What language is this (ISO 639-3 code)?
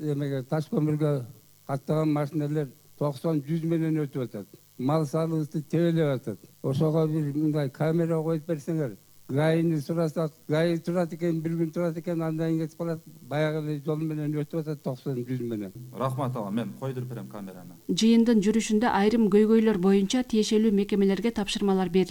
kir